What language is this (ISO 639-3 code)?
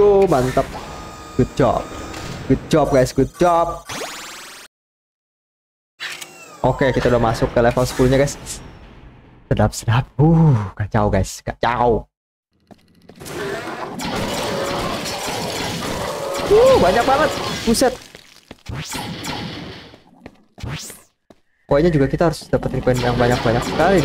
ind